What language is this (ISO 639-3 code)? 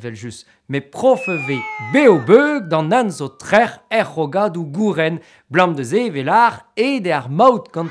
bre